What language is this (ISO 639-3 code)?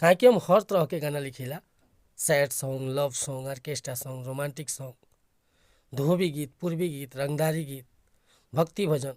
bho